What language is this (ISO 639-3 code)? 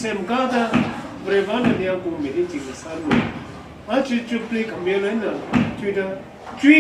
nmf